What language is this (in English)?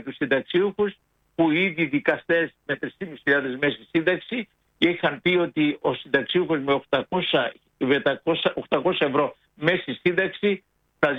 Greek